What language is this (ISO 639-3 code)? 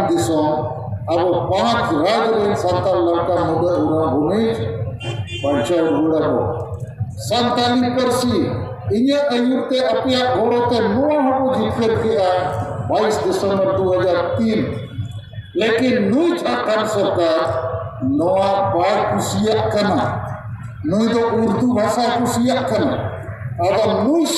sat